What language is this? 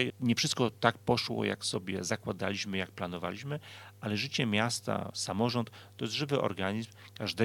Polish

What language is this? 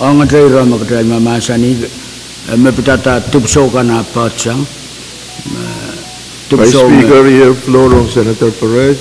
Pohnpeian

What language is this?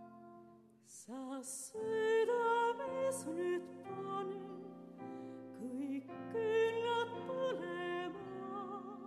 Estonian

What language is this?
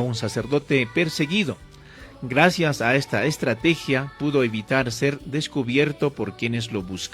Ayacucho Quechua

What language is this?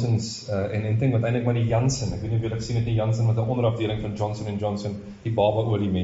Afrikaans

